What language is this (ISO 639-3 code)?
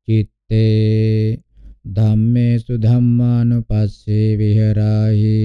pli